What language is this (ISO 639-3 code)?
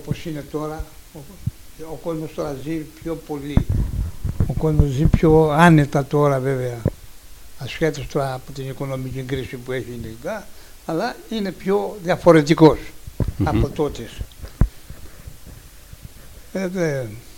ell